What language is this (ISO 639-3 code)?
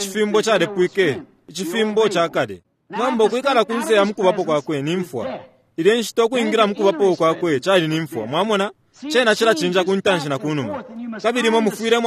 bem